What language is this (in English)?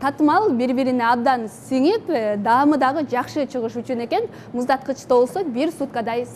Kyrgyz